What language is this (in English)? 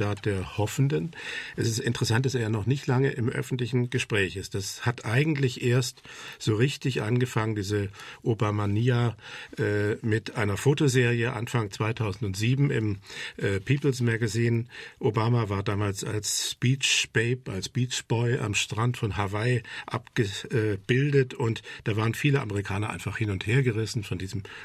German